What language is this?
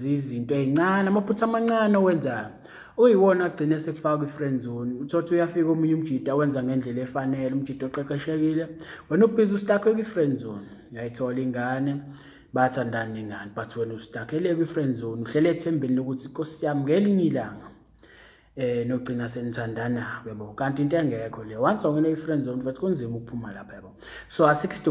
Zulu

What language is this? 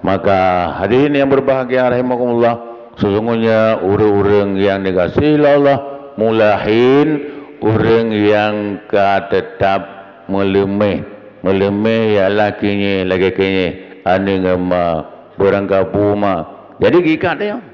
Achinese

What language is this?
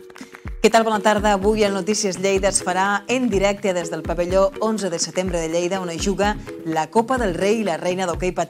Catalan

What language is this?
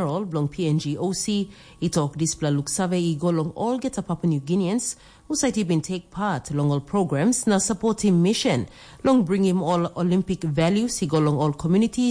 Tok Pisin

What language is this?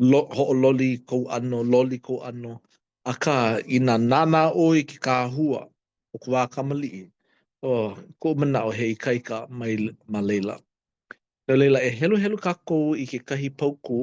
Hawaiian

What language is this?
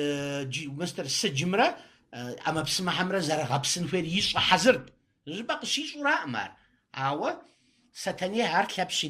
Kabardian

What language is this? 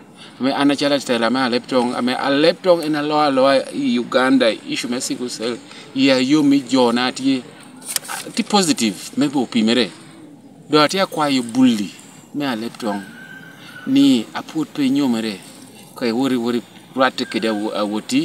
Lango (Uganda)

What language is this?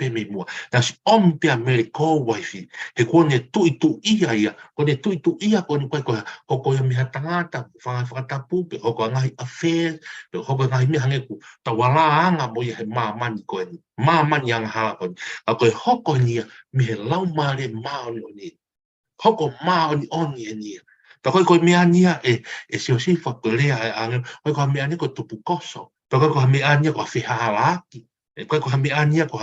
Tongan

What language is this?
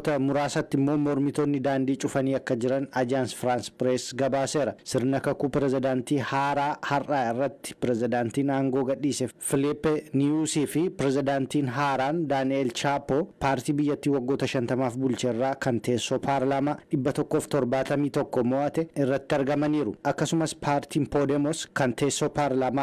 Oromo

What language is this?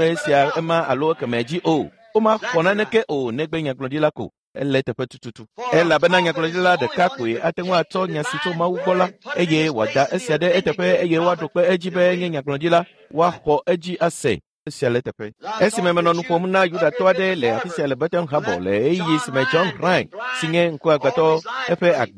Ewe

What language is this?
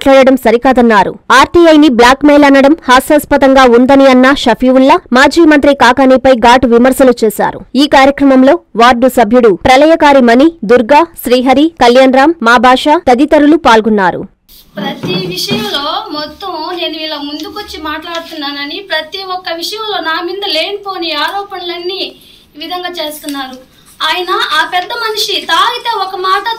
Telugu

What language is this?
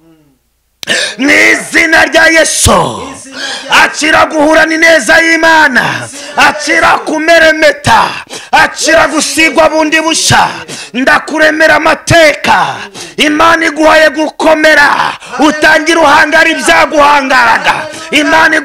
Kinyarwanda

